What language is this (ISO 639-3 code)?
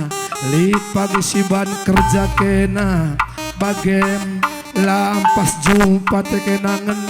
btx